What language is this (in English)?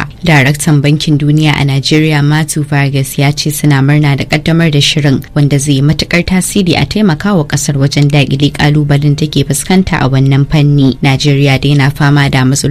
Hausa